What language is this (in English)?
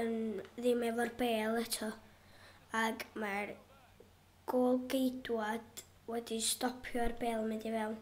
Welsh